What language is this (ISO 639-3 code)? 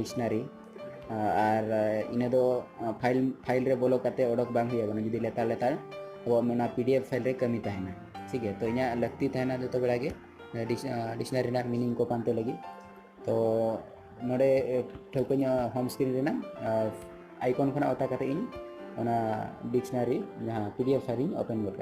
sat